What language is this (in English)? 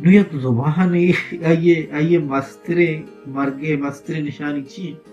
Baluchi